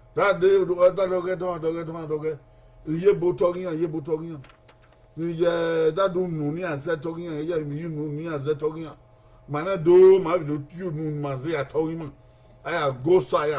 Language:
Bini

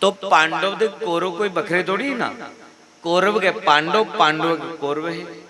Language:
Dogri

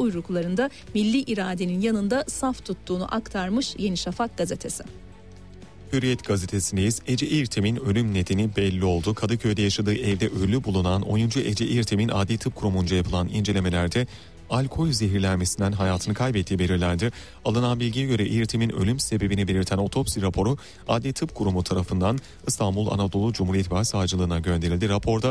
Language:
Turkish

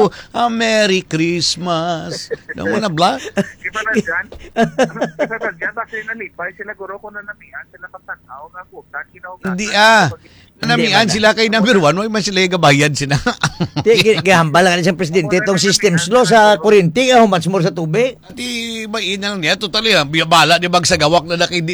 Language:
Hiligaynon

